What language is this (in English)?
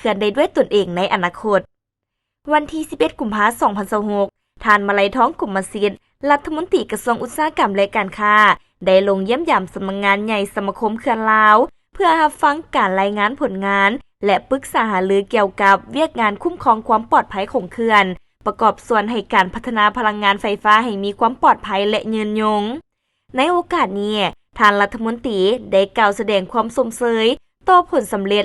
Lao